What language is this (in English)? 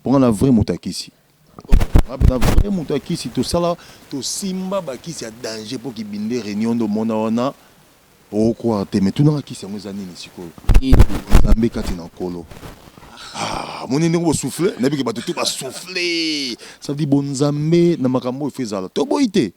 Lingala